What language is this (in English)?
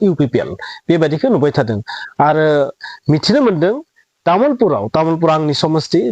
Bodo